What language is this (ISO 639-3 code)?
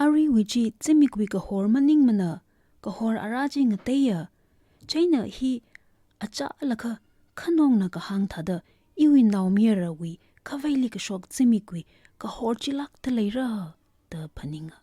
nmf